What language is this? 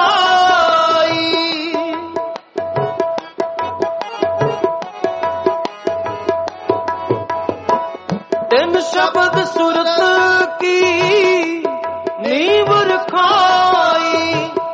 Punjabi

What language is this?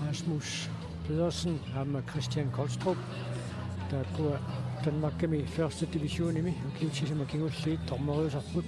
Kalaallisut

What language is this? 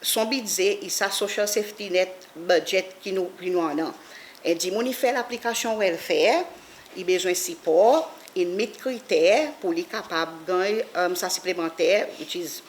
Seselwa Creole French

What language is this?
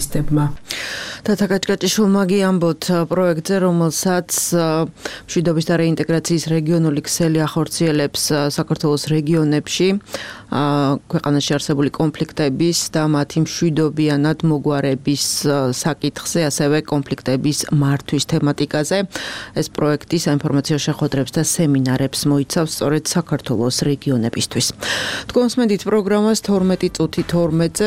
Georgian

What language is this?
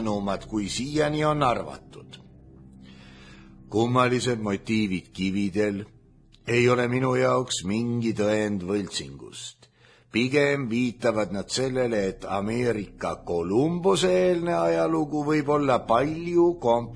Estonian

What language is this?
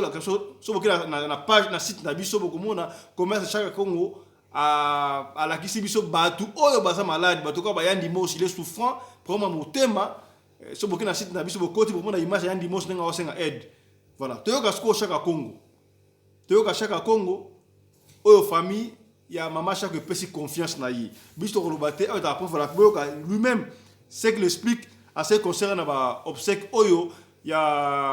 Lingala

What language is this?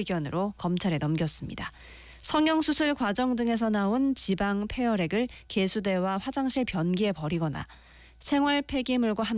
Korean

